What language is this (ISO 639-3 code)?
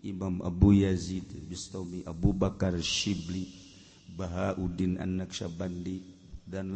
sun